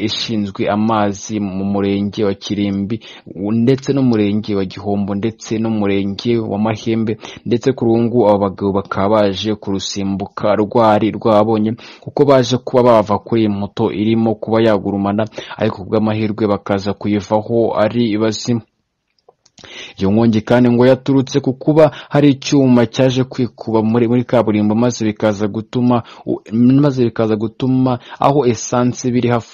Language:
Kinyarwanda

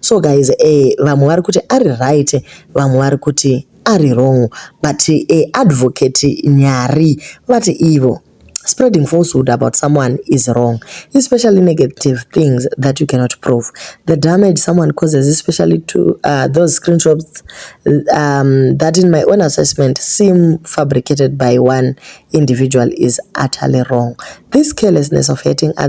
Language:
Shona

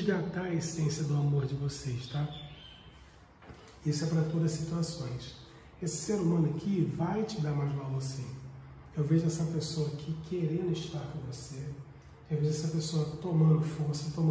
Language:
Portuguese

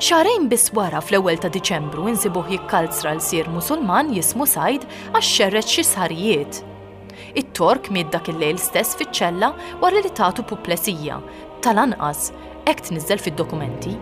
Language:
Maltese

